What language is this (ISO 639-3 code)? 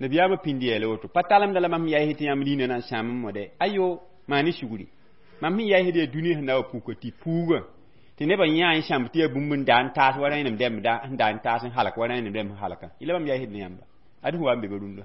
mos